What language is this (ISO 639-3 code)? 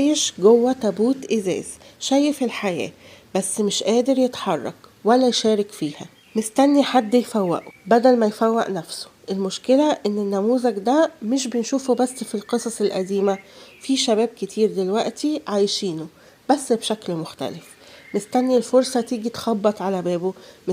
arz